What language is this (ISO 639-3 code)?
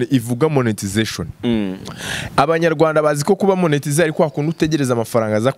kin